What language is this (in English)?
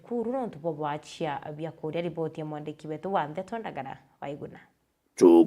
Meru